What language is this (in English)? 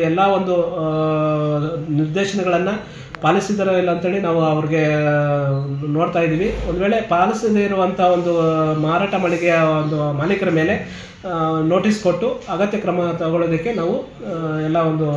Kannada